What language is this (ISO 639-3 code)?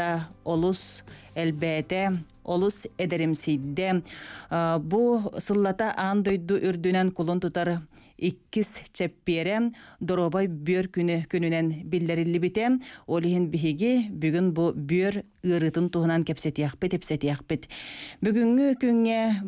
sah